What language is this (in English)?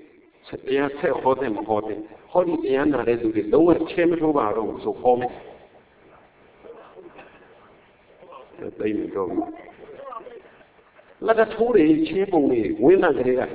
Burmese